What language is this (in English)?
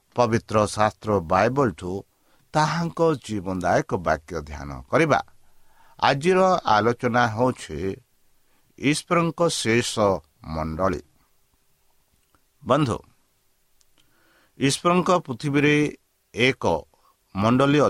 Odia